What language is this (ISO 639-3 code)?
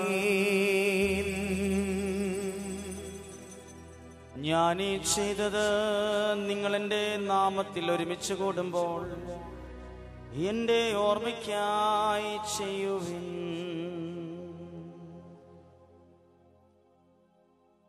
mal